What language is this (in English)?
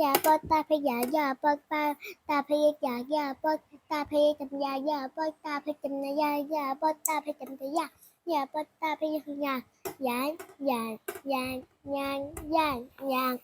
Shan